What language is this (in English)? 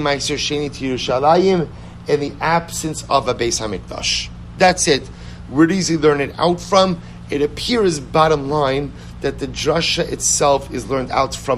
English